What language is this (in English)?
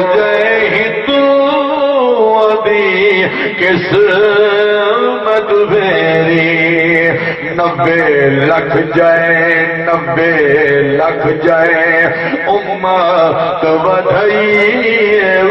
Saraiki